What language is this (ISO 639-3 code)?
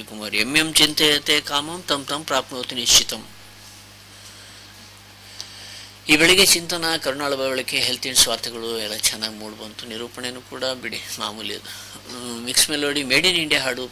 kan